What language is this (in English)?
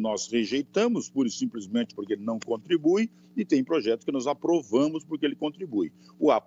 Portuguese